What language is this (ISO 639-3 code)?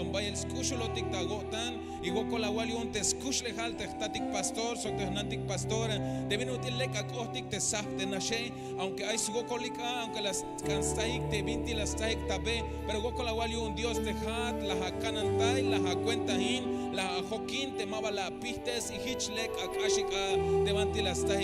tzh